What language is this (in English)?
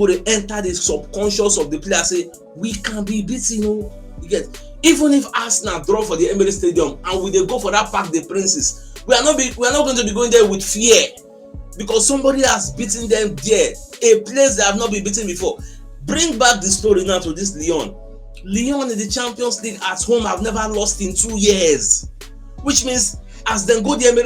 Nigerian Pidgin